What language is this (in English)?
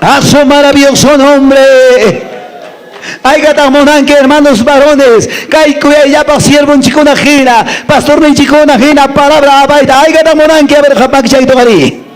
Quechua